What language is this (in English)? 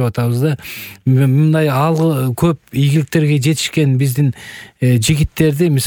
Kyrgyz